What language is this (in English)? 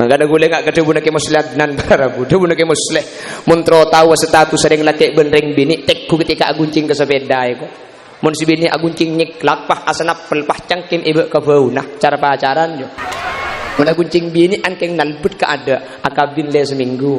Madurese